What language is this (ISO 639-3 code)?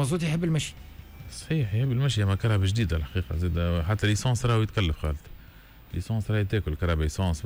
aeb